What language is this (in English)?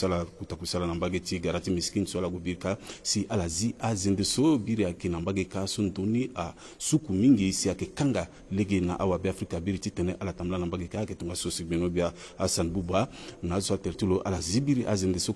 Sango